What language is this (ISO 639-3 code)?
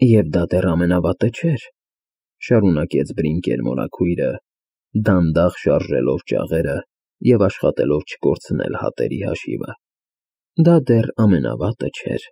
hye